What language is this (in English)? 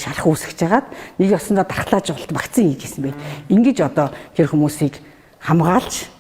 Mongolian